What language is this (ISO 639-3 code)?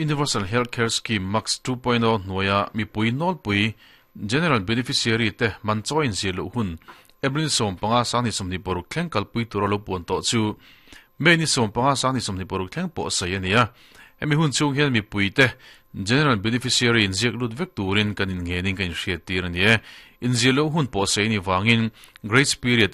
lus